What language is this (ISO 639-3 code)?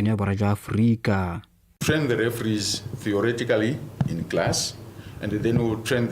tsn